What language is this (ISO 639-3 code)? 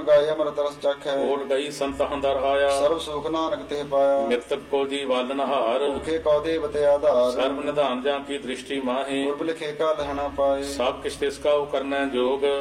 pan